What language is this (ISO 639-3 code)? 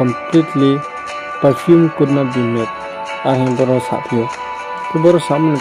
ria